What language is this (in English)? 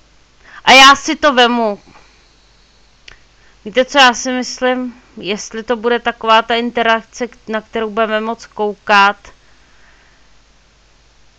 Czech